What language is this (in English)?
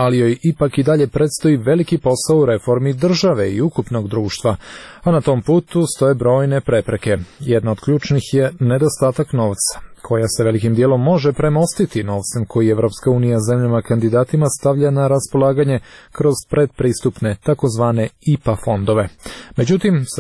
Serbian